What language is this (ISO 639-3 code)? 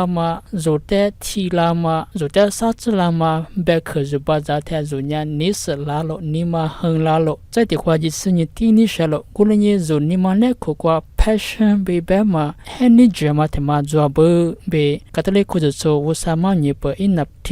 lis